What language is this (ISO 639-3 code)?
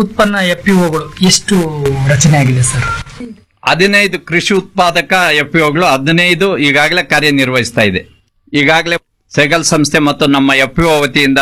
kan